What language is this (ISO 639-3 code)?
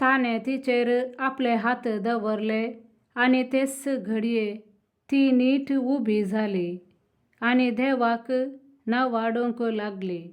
kok